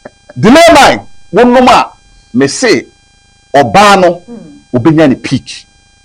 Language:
Akan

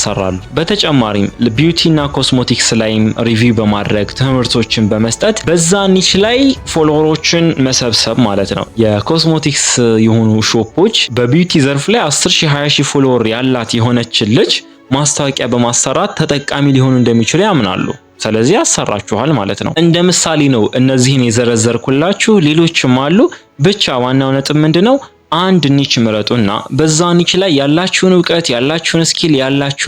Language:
Amharic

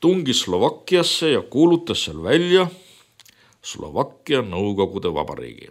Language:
Estonian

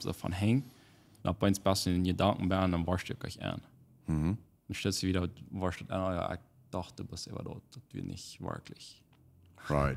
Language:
Plautdietsch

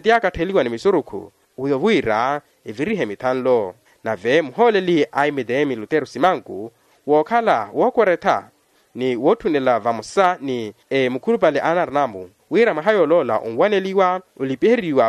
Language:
Makhuwa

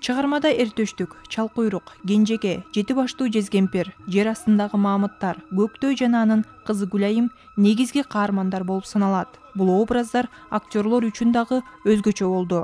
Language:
Kyrgyz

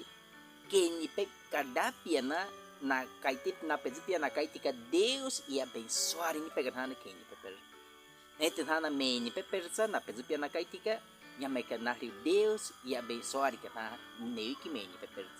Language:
Baniwa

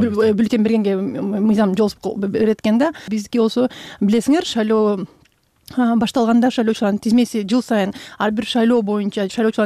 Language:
Kyrgyz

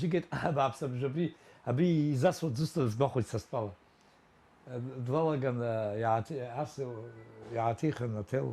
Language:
Abkhazian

